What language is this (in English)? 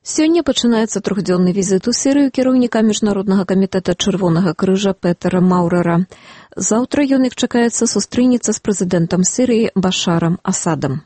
Belarusian